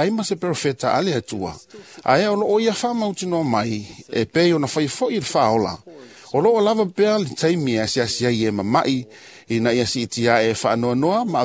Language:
Samoan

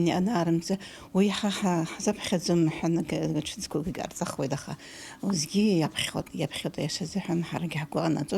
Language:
Abkhazian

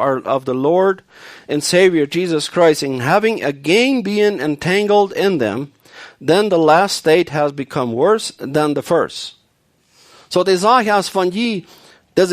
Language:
Plautdietsch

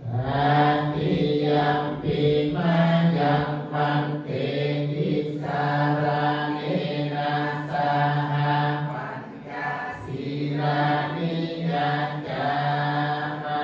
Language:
Pali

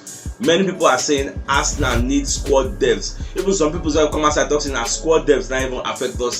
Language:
Nigerian Pidgin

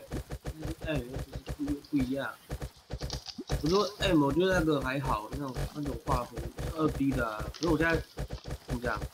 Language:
Chinese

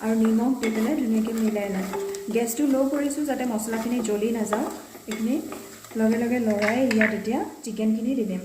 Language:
Assamese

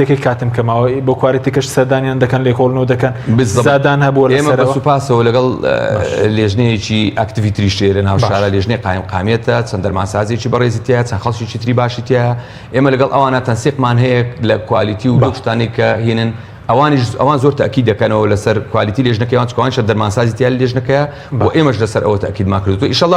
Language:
Central Kurdish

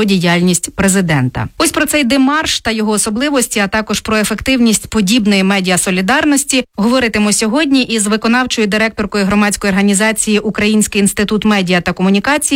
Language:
Ukrainian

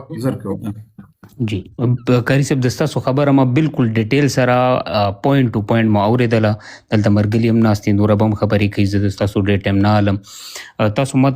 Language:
Pashto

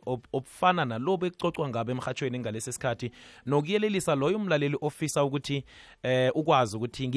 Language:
South Ndebele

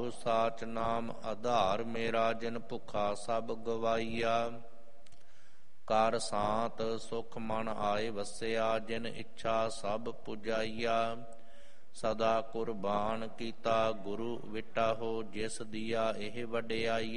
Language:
Punjabi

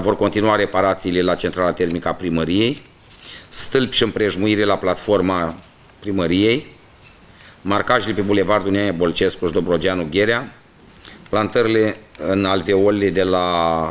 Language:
Romanian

